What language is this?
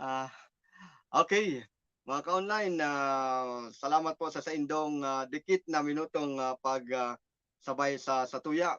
Bikol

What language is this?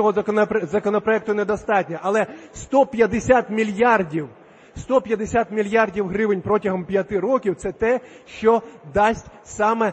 Ukrainian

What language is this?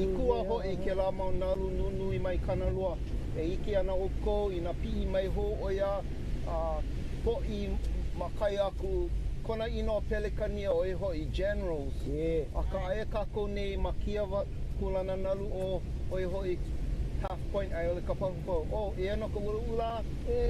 Hawaiian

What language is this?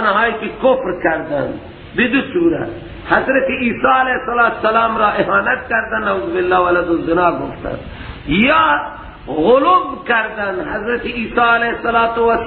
Persian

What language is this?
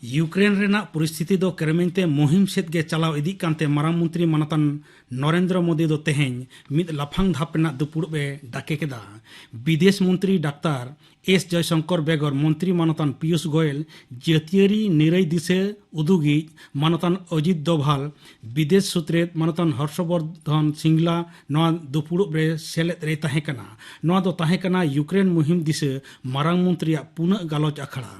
Santali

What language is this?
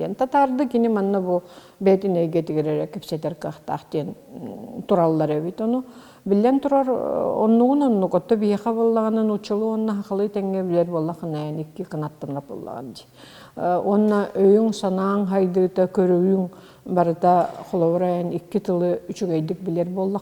Yakut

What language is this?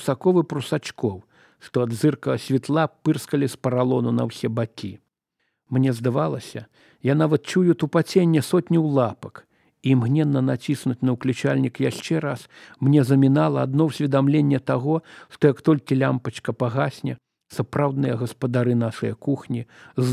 Belarusian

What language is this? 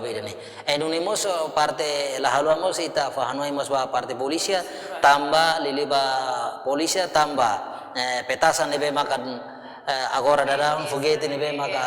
Tetum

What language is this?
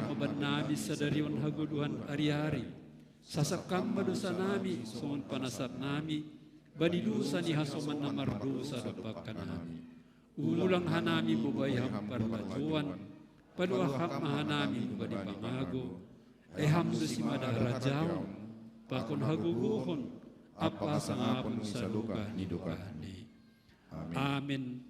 Batak Simalungun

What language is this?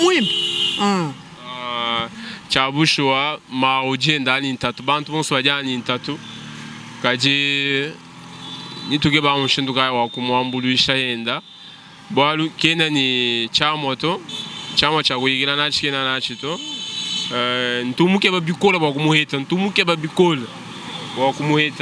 Luba-Lulua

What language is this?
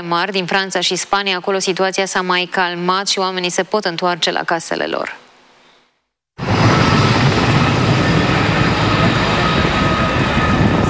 Romanian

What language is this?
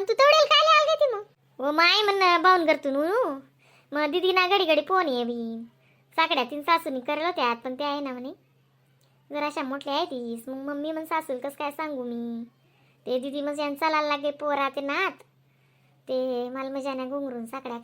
Khandesi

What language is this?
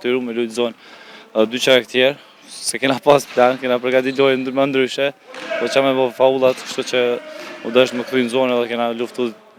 Albanian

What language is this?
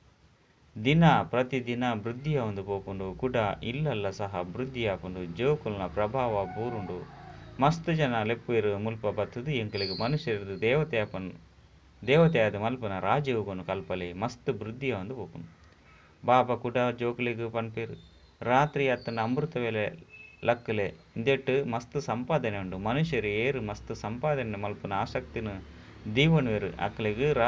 Tulu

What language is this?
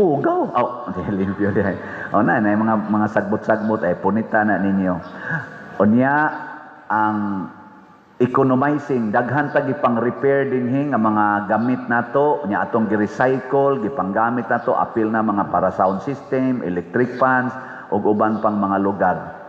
Cebuano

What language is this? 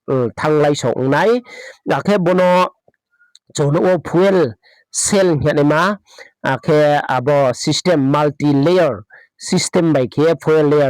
Riang (India)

